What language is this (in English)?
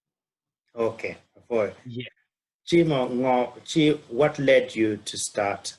Acoli